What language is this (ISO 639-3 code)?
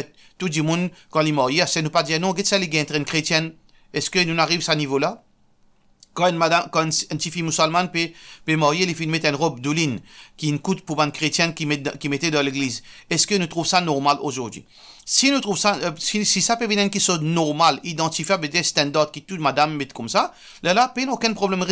mfe